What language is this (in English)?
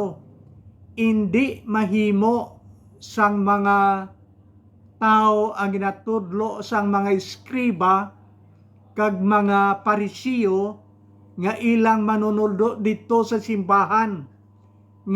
Hiligaynon